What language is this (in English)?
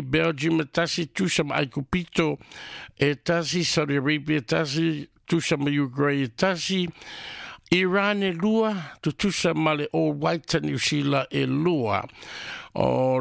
Samoan